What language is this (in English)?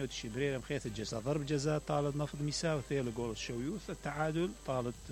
Mesopotamian Arabic